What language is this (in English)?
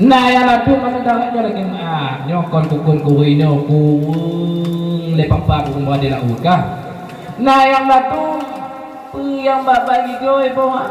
Achinese